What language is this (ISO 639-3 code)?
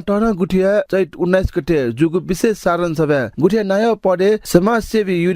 new